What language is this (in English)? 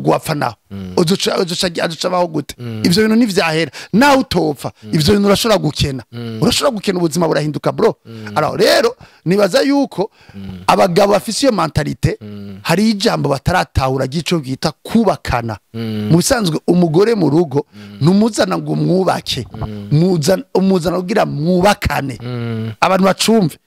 Rundi